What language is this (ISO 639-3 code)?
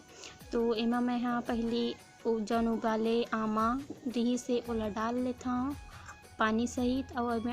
hne